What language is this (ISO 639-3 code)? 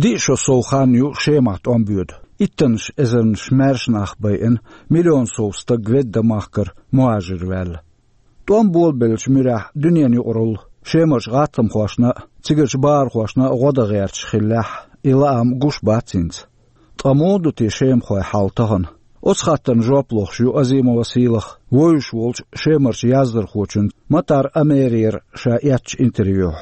che